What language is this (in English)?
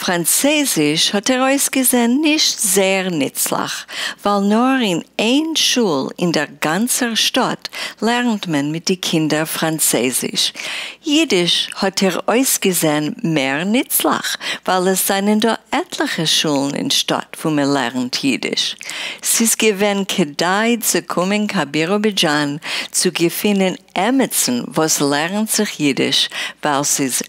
Yiddish